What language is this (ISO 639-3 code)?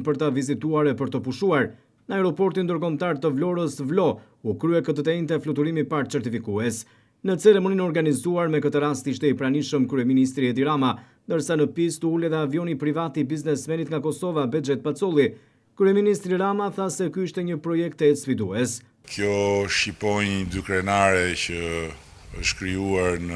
sqi